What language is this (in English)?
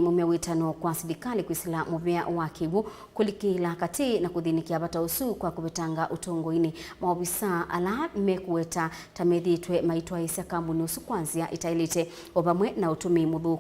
Kamba